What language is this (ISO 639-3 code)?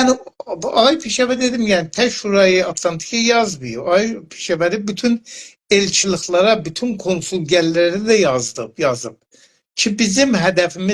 azb